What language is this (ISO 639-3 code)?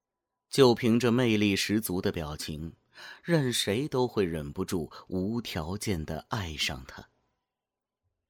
zho